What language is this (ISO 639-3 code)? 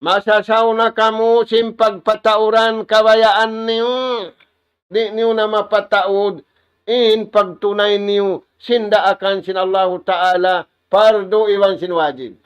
tsg